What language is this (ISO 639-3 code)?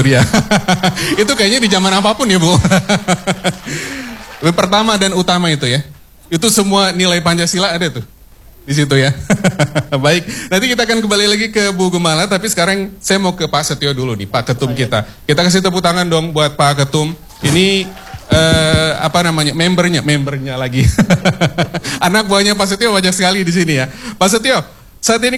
ind